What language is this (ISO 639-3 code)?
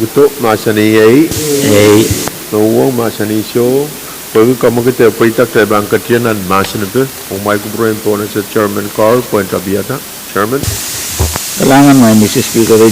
pon